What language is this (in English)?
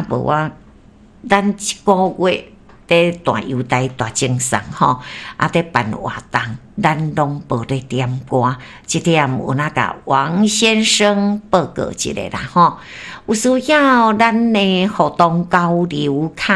Min Nan Chinese